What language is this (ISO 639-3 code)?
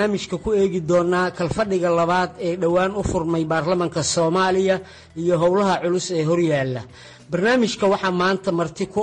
som